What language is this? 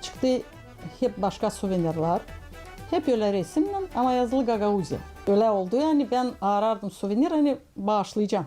Gagauz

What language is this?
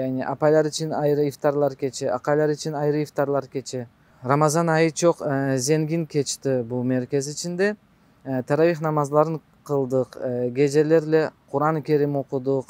Crimean Tatar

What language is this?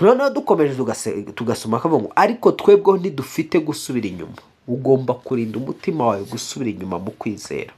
Kinyarwanda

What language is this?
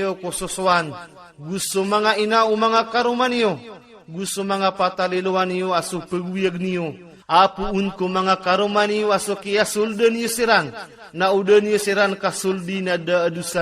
Maranao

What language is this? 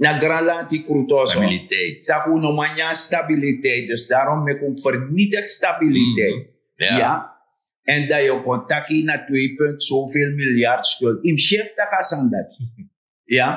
Sranan Tongo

